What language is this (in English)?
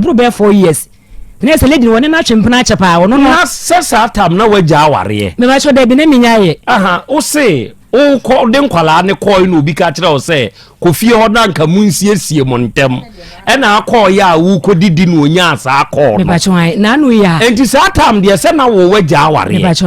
Akan